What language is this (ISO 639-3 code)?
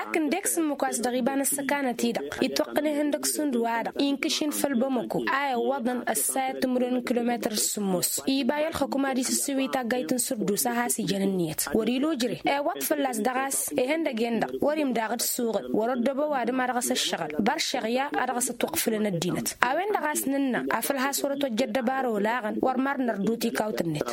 taq